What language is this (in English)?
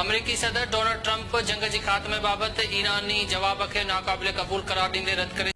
Sindhi